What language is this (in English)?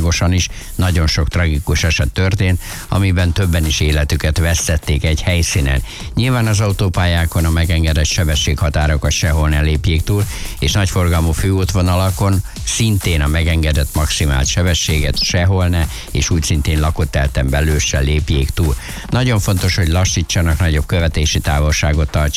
Hungarian